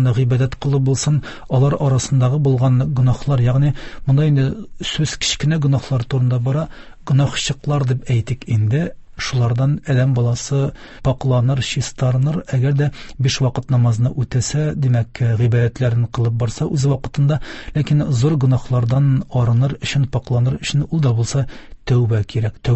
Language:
Tatar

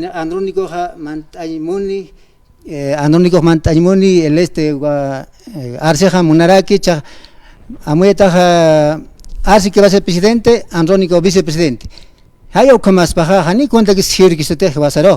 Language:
Aymara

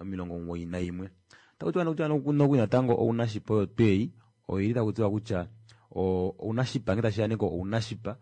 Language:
Kuanyama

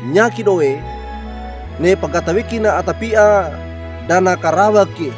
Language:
Wejewa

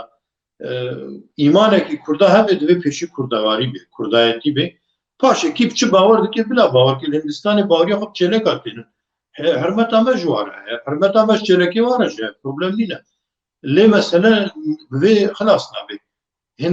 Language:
Kurdish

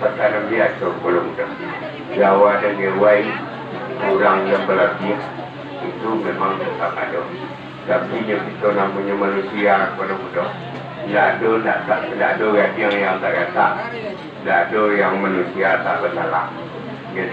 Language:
Minangkabau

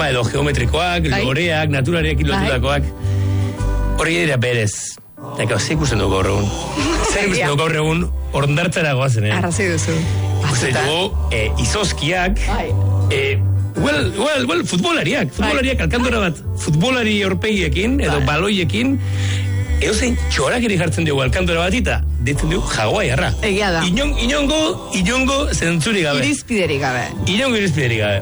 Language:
Basque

